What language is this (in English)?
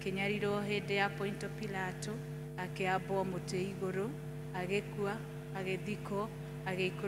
Kikuyu